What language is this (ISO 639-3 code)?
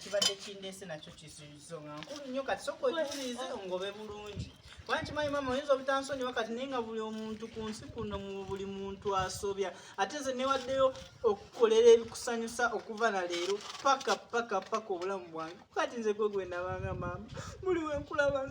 lug